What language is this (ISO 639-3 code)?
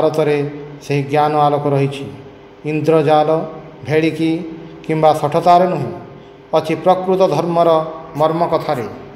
ori